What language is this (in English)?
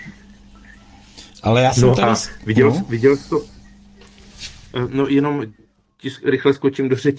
Czech